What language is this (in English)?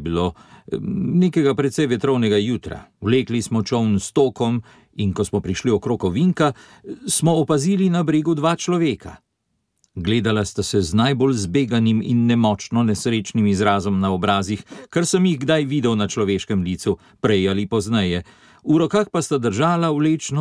Slovenian